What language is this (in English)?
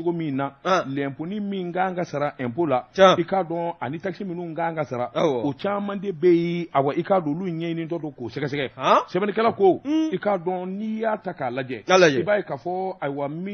Bambara